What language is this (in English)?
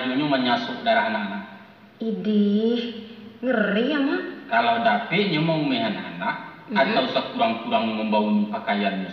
Minangkabau